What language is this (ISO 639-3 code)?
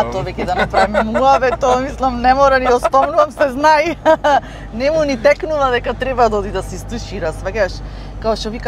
mkd